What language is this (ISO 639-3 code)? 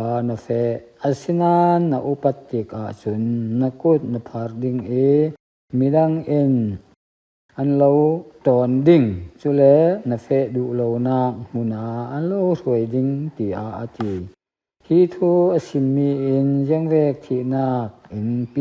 cfm